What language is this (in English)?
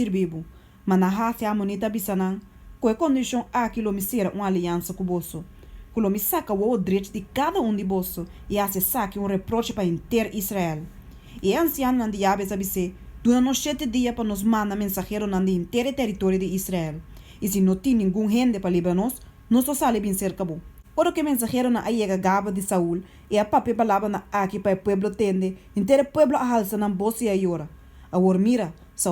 Papiamento